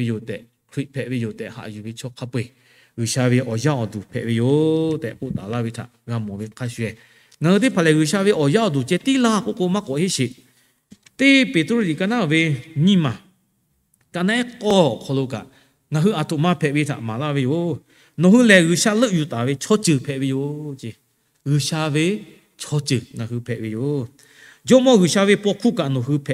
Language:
Lahu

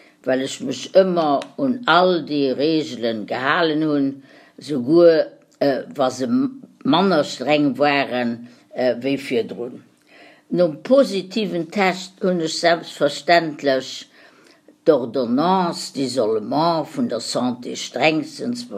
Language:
Luxembourgish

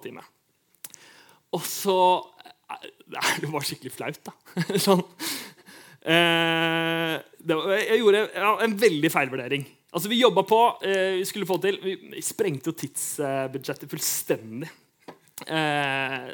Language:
Norwegian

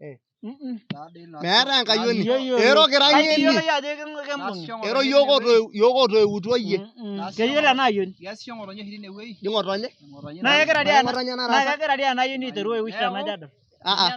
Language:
Masai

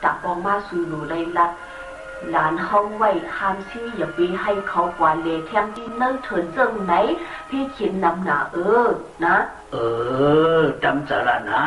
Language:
Shan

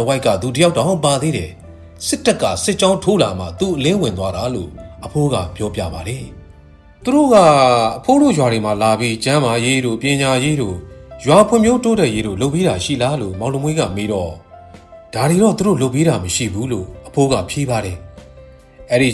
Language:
Burmese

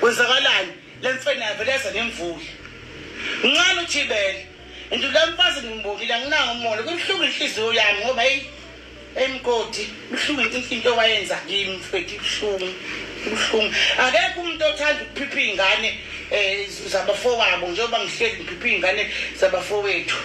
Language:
Zulu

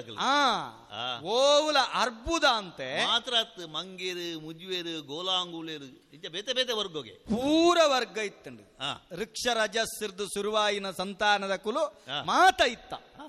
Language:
Tulu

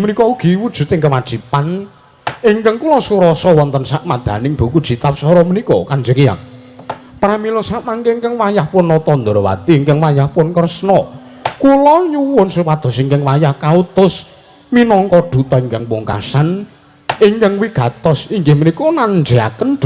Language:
Javanese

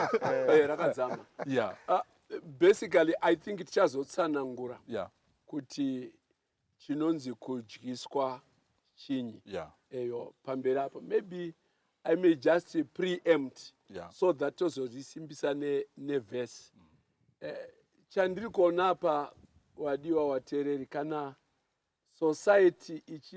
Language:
Shona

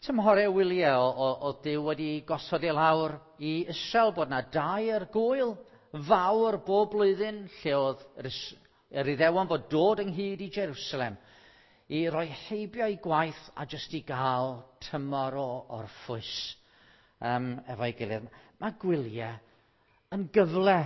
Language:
Welsh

